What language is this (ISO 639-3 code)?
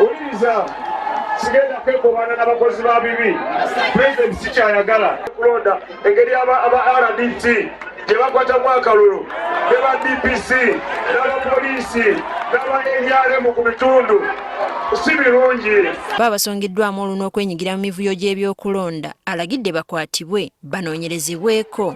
lug